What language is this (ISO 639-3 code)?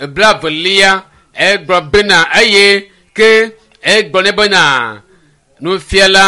ewe